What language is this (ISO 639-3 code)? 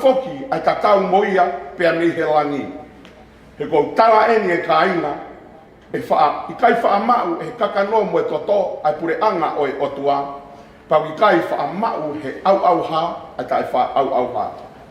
ton